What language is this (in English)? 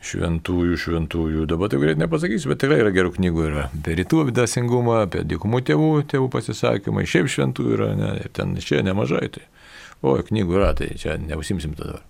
Lithuanian